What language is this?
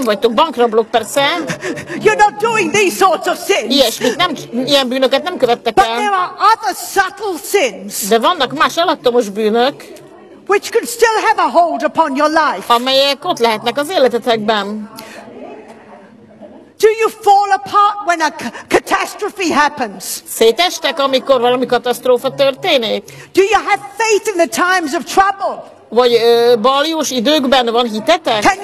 Hungarian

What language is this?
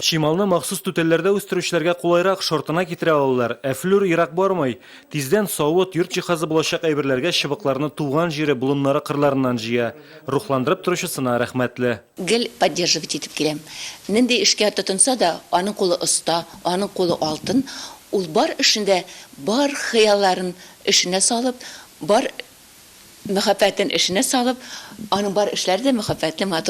Tatar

